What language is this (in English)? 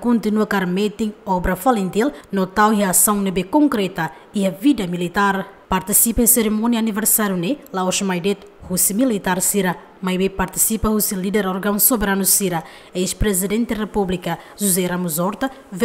Tetum